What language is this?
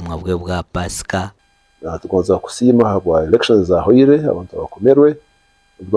Nyankole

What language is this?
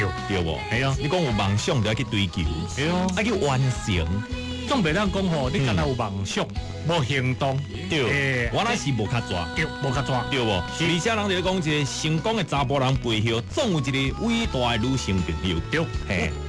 Min Nan Chinese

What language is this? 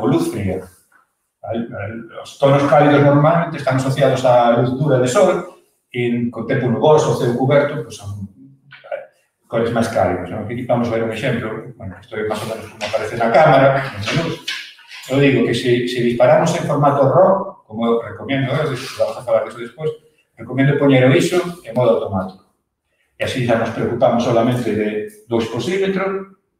Galician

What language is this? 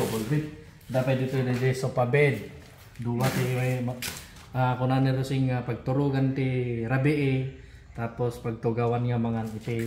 Iloko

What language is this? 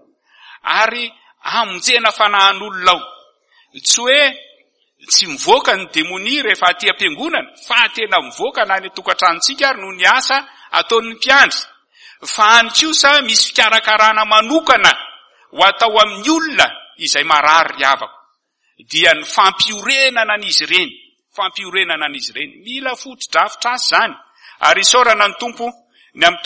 Malagasy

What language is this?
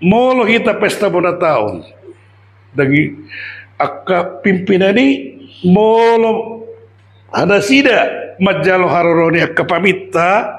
Batak Toba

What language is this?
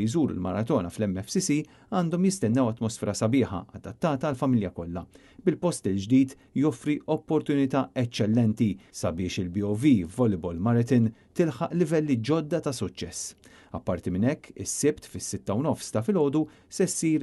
Maltese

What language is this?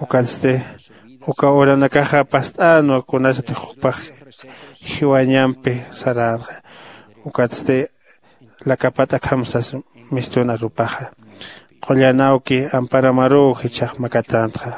Aymara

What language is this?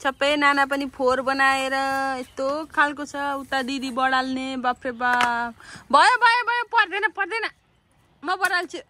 Nepali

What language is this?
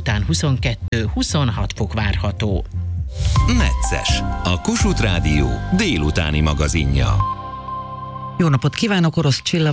Hungarian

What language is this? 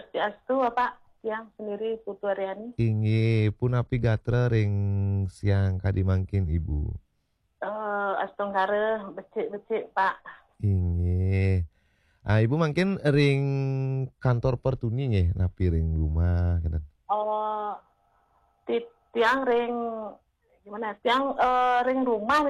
Balinese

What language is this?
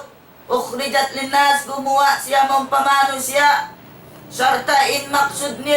Tausug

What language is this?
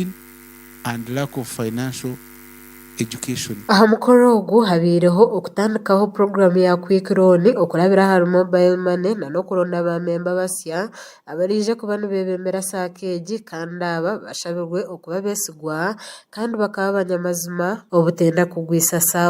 Nyankole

